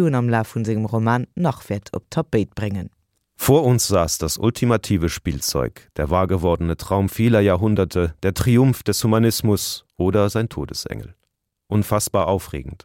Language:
Luxembourgish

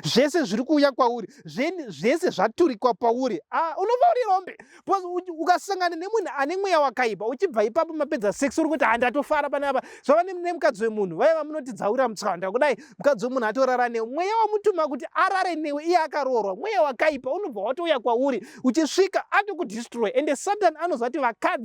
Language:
Shona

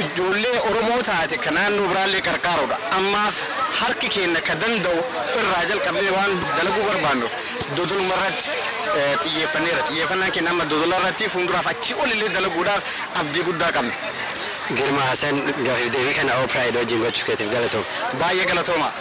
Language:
Oromo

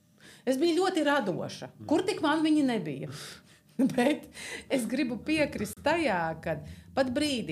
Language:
Latvian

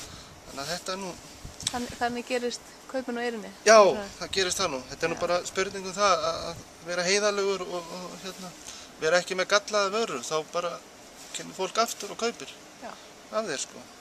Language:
Icelandic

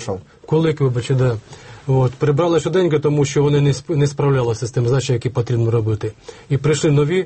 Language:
Ukrainian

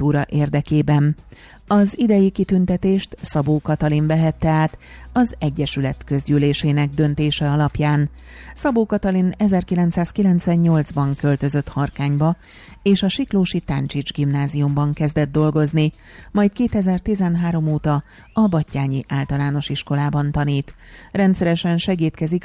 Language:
Hungarian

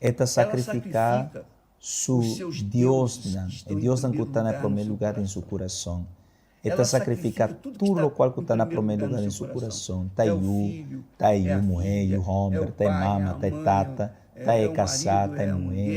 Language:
Papiamento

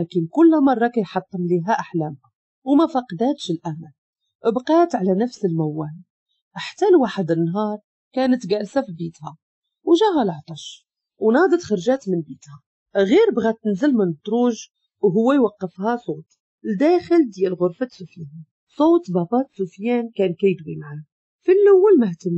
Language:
Moroccan Arabic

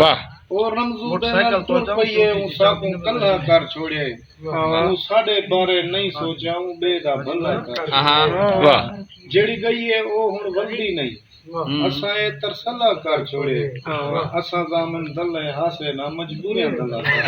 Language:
Saraiki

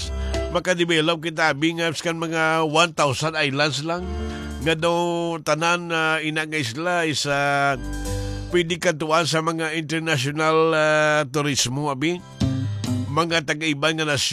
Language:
Hiligaynon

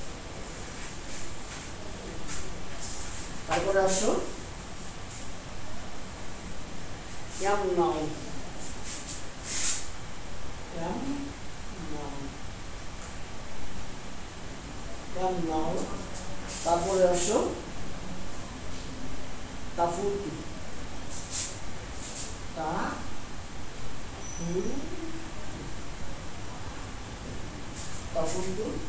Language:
Bangla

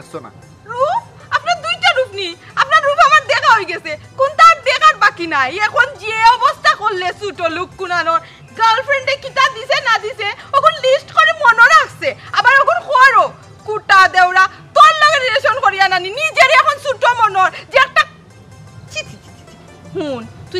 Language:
Sylheti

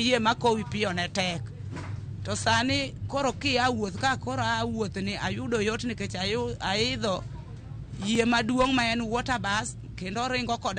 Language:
Luo (Kenya and Tanzania)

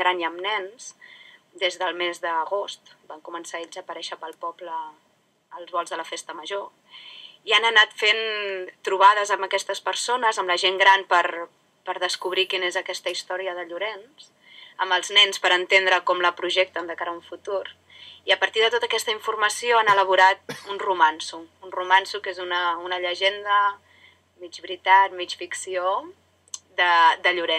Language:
Catalan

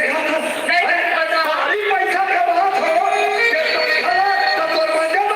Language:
Chhattisgarhi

